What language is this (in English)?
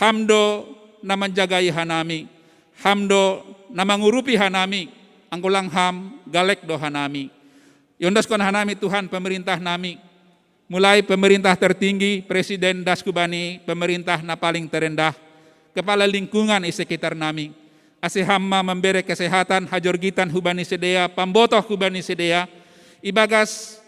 Batak Simalungun